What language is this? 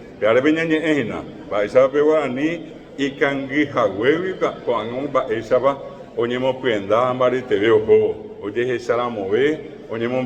Guarani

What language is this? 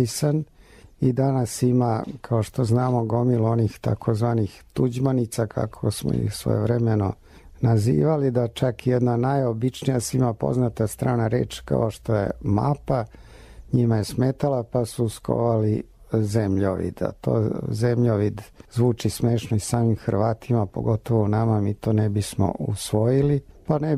Serbian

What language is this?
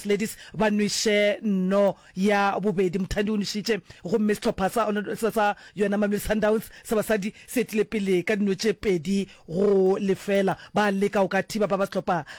Northern Sotho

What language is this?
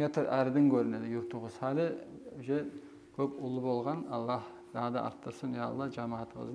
Kumyk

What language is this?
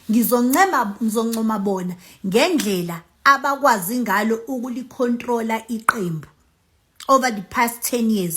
Zulu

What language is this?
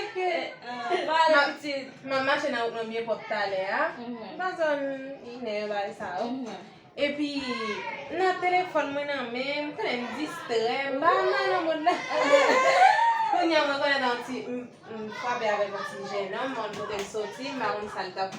Haitian Creole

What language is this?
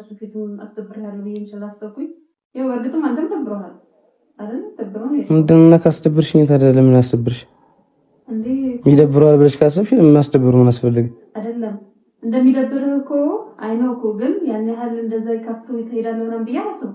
Amharic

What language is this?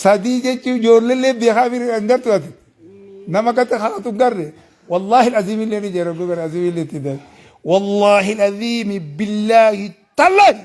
Oromo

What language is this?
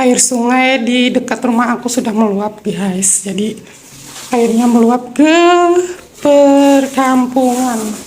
Banjar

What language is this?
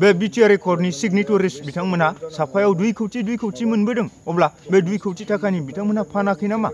Bodo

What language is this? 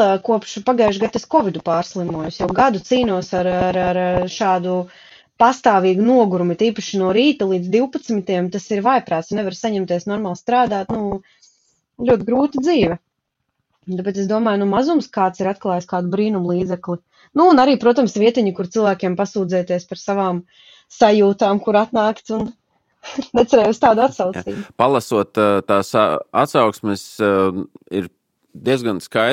Latvian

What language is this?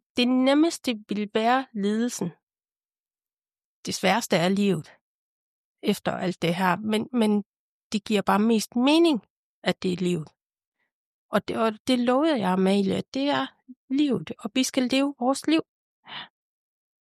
Danish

